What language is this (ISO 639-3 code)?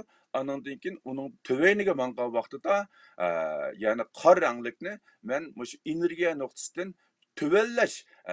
uig